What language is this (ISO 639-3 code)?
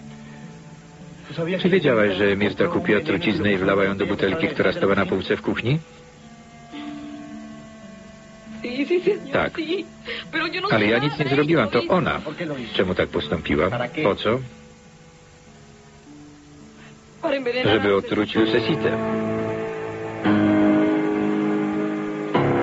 pol